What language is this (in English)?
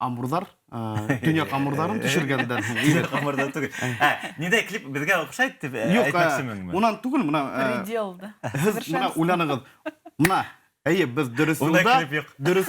Bashkir